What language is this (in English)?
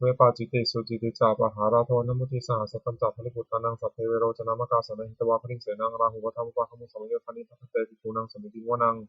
Pali